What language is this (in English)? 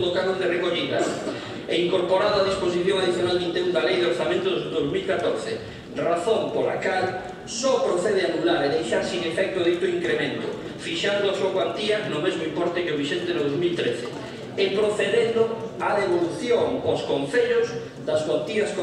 Galician